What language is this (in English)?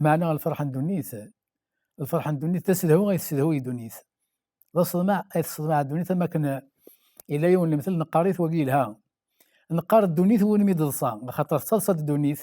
Kabyle